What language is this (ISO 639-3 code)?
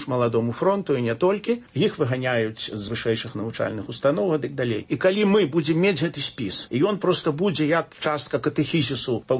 bel